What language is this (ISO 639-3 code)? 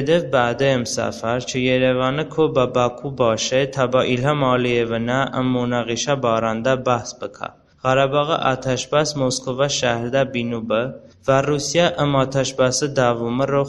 tly